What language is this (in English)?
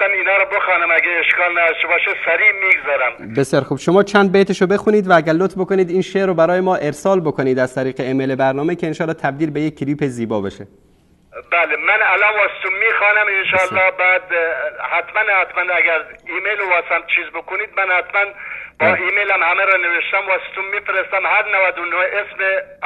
Persian